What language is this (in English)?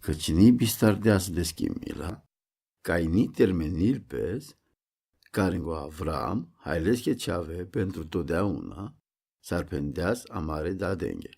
Romany